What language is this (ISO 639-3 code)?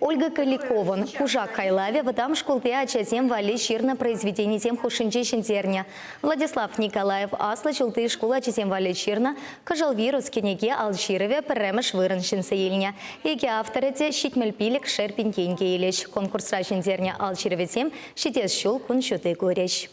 chv